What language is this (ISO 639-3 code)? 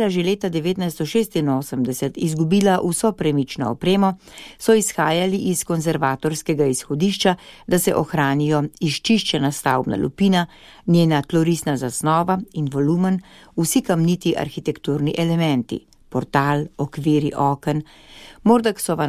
slv